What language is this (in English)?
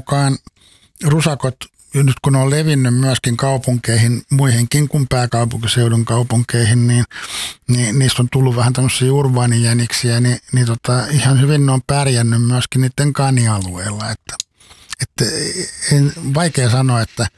Finnish